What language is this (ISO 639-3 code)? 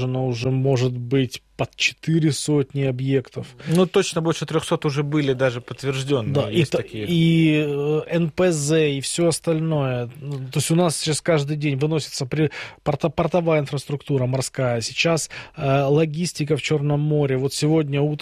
rus